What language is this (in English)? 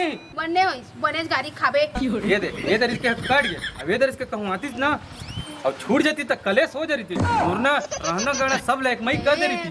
Chhattisgarhi